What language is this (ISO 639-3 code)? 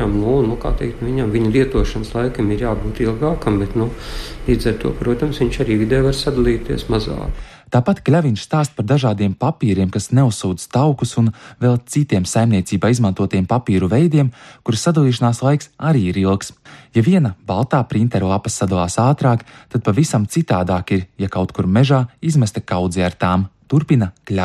lav